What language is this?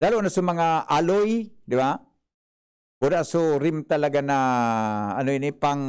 Bikol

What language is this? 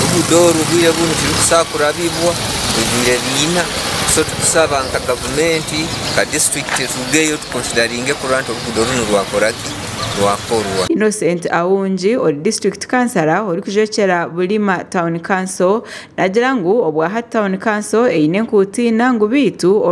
Nyankole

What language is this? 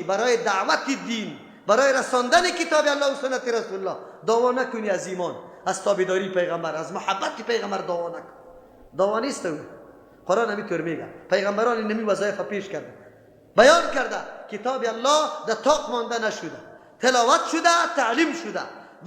Persian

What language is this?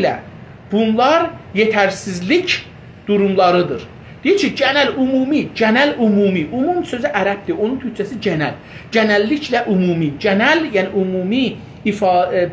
South Azerbaijani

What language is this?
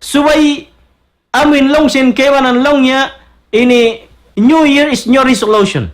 Tausug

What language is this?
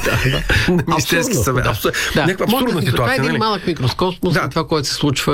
Bulgarian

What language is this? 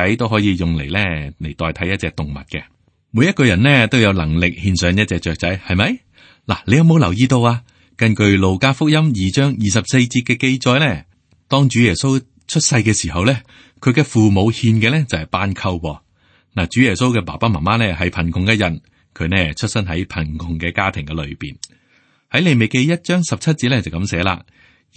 Cantonese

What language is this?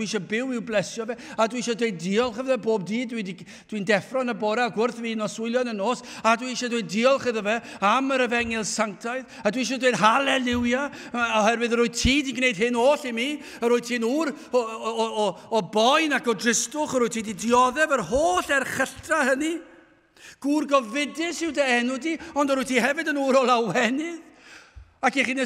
Welsh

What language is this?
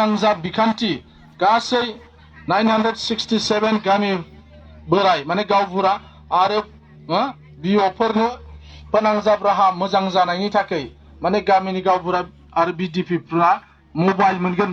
Bodo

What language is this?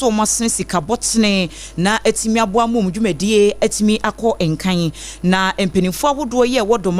Akan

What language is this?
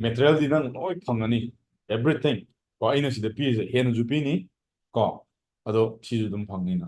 Manipuri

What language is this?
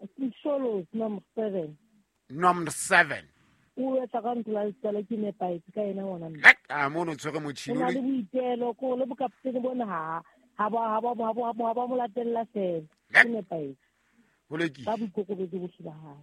Southern Sotho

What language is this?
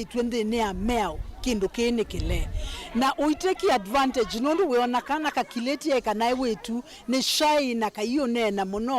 Kamba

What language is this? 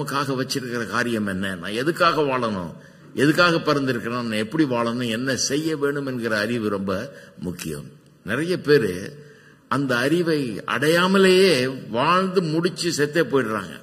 Tamil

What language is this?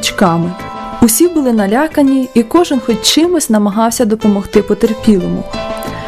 Ukrainian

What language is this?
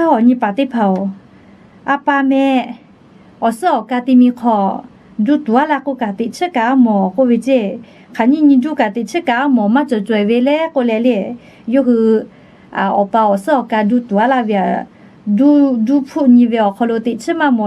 Lahu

